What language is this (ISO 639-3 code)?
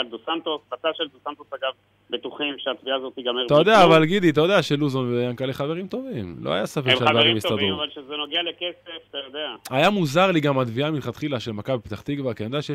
heb